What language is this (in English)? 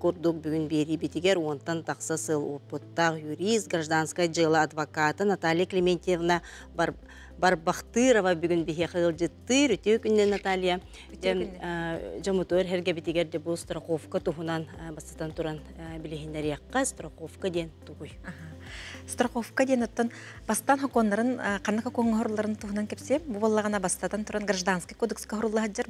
Yakut